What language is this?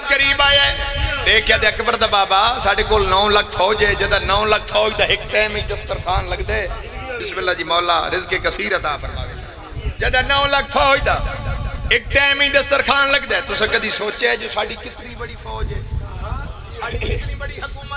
Pahari-Potwari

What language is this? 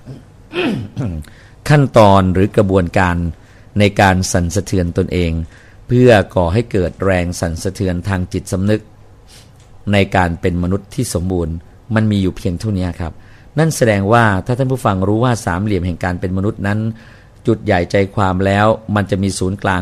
Thai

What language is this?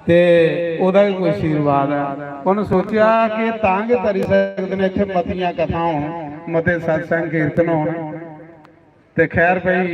Dogri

